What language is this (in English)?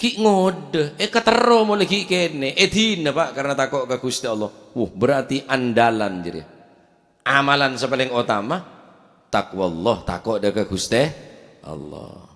Madurese